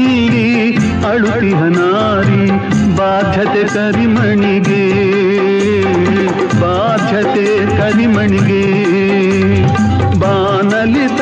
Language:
Kannada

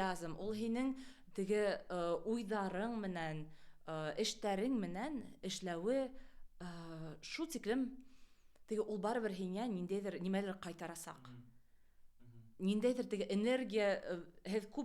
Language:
Bashkir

